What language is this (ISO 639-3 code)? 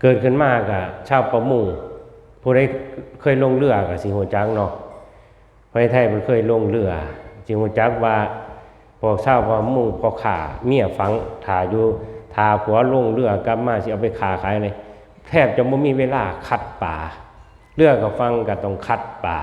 tts